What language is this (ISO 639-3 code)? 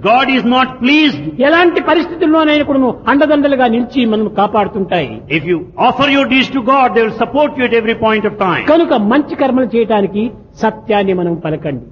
tel